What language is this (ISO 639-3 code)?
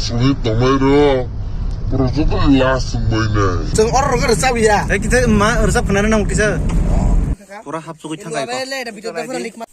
trp